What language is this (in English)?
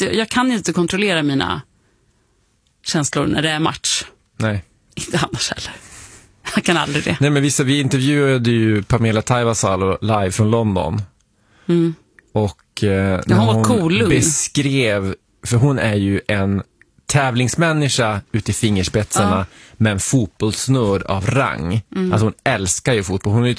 Swedish